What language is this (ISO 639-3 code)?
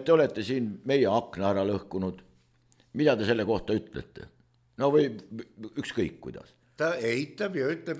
est